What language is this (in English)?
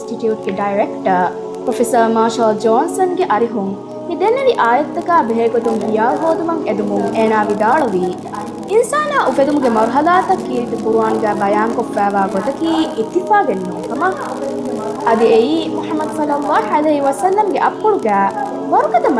Divehi